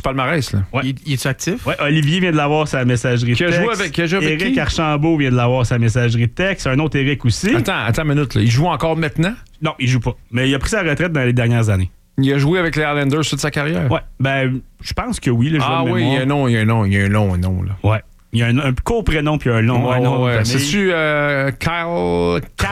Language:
French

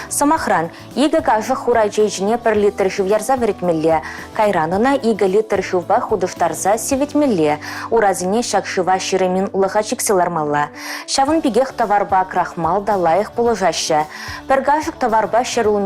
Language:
Chuvash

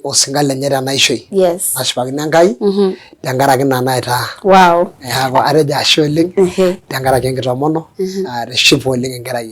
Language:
Masai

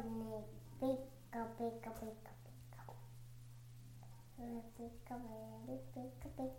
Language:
Estonian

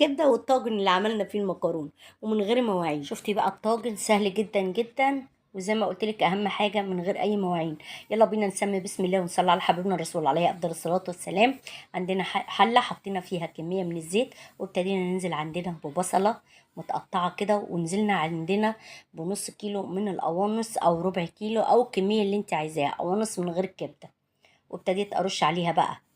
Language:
Egyptian Arabic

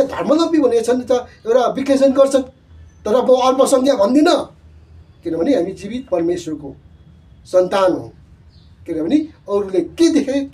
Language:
Nepali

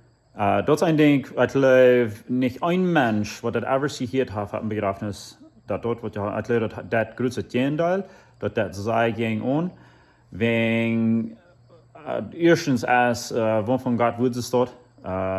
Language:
Plautdietsch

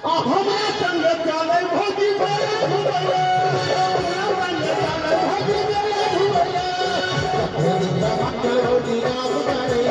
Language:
Maithili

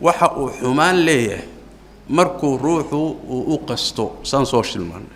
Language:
Somali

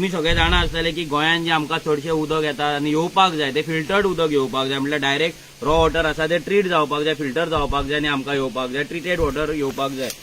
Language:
Konkani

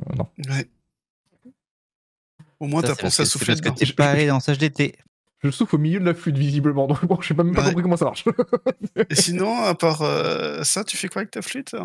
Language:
French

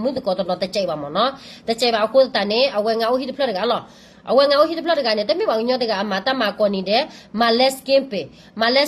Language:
S'gaw Karen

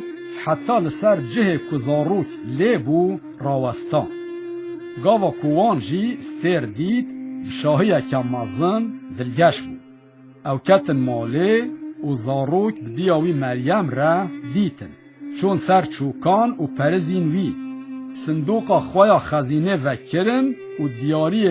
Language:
Kurdish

